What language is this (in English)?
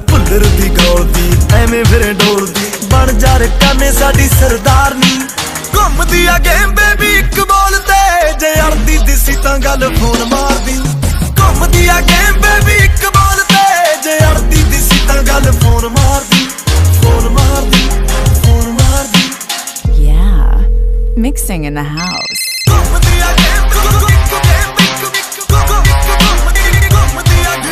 Punjabi